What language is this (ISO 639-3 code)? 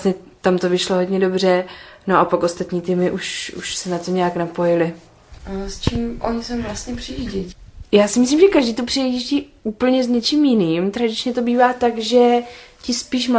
ces